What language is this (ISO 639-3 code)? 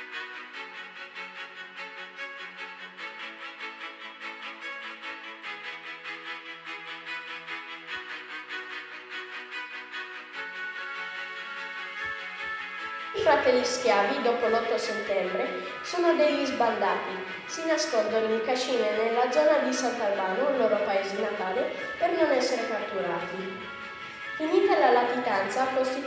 ita